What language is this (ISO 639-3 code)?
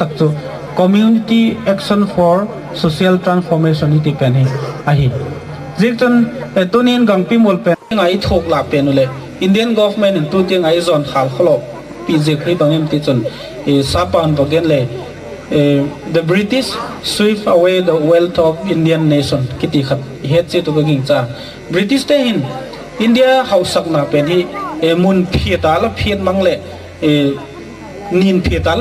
gnb